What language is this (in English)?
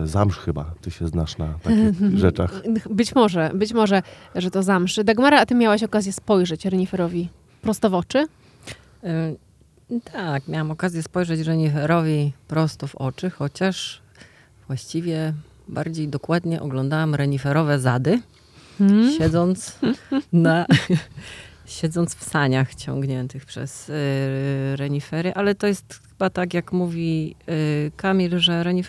Polish